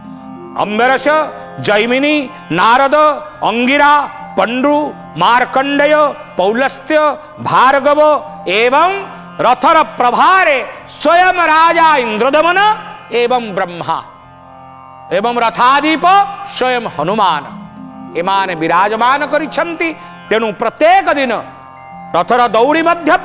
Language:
Odia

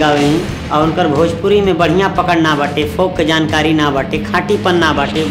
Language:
Bhojpuri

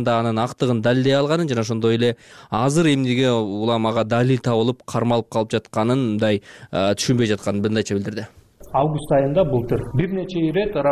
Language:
Kyrgyz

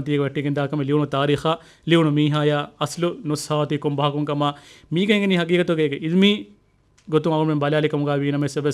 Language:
Divehi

